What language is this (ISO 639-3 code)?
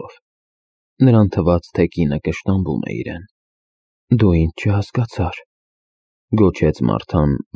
hye